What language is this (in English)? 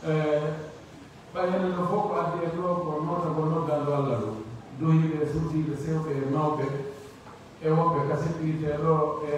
Pular